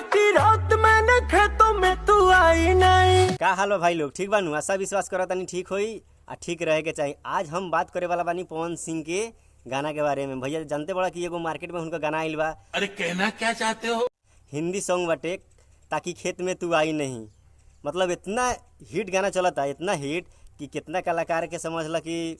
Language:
Bhojpuri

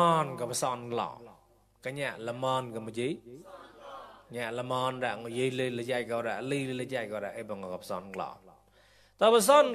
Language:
Mon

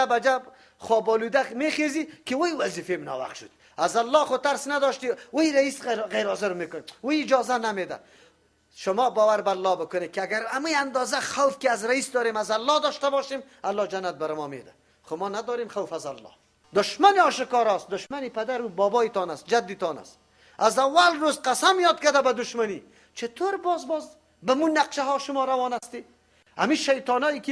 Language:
Persian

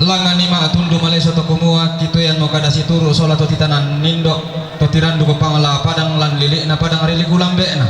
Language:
Toraja-Sa'dan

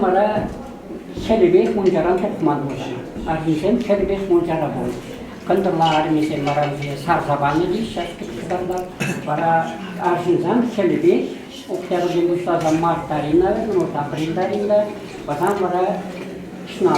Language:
Chuvash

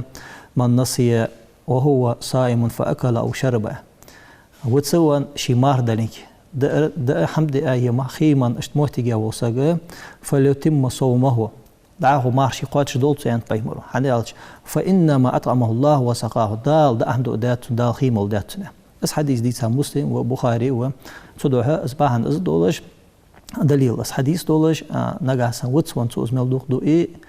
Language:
Ingush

